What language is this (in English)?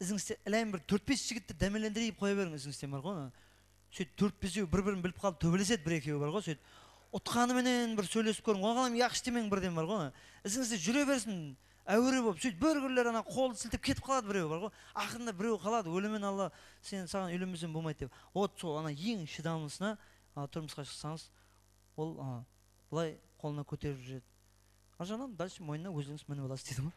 Kara-Kalpak